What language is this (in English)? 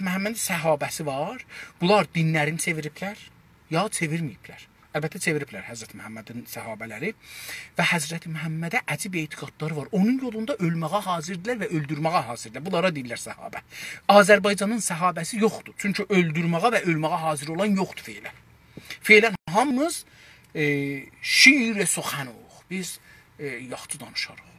South Azerbaijani